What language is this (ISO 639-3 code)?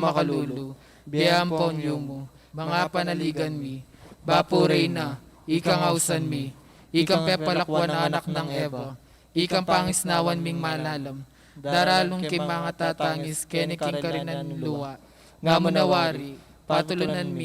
pam